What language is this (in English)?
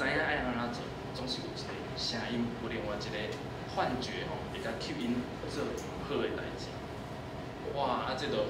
Min Nan Chinese